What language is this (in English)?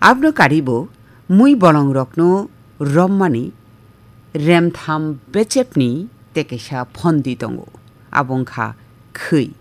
Kok Borok